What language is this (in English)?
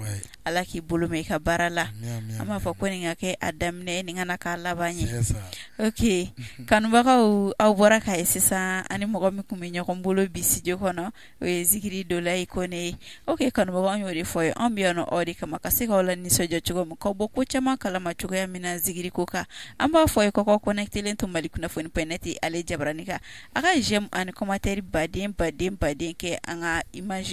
Bambara